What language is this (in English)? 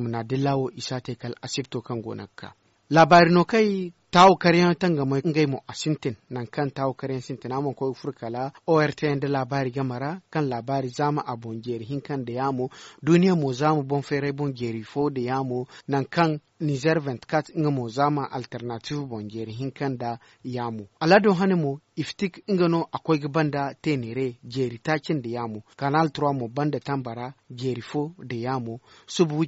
Zarma